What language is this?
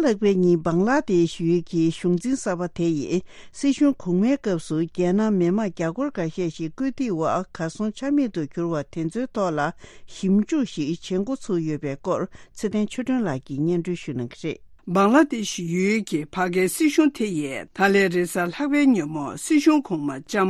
Tibetan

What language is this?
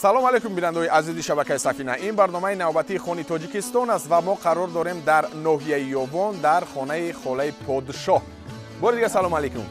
Tajik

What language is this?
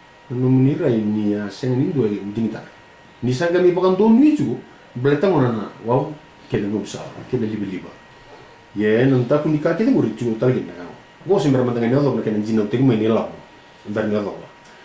Fijian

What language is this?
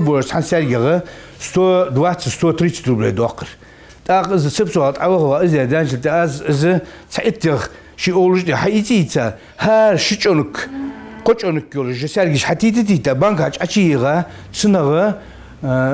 Ingush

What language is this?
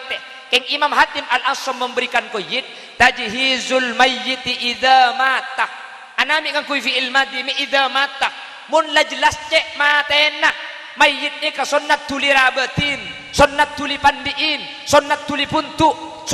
Madurese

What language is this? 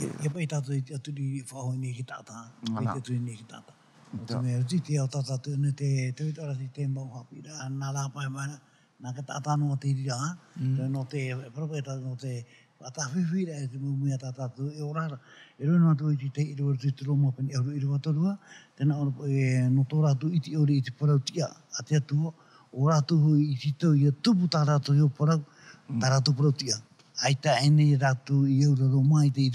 Tahitian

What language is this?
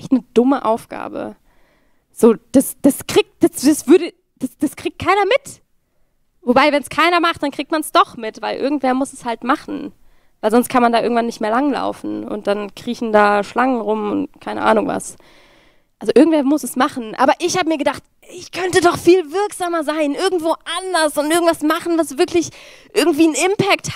Swiss German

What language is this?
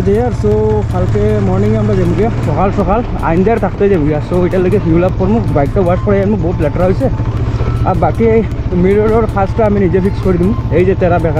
Sylheti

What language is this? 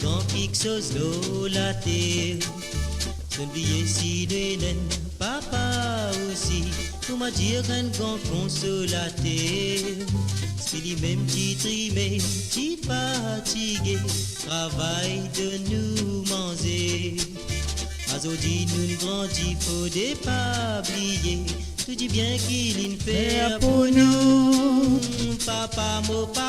Morisyen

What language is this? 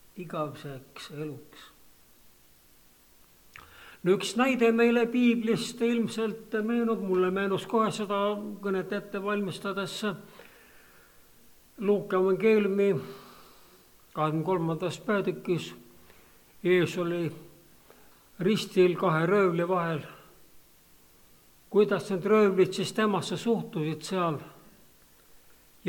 Estonian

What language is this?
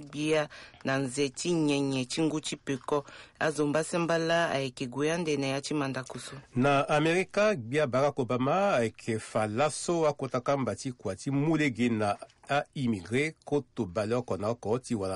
Sango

